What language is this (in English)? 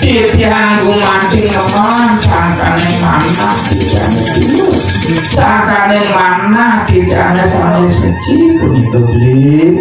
Balinese